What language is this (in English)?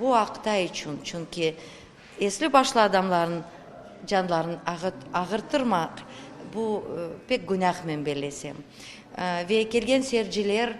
Crimean Tatar